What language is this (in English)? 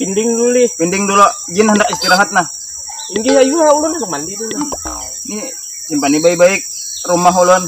Banjar